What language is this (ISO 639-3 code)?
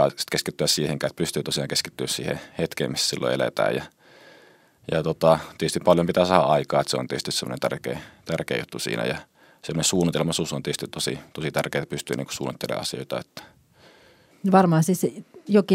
fin